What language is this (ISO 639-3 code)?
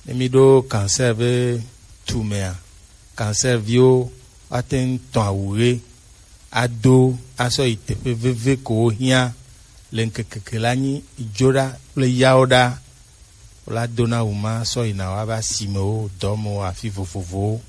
gej